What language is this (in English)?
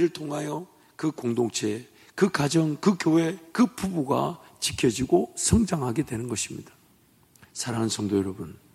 Korean